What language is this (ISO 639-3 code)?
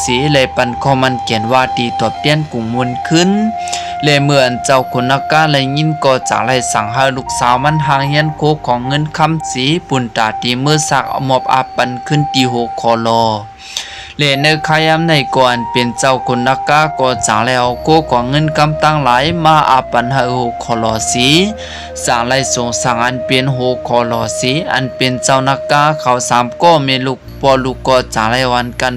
shn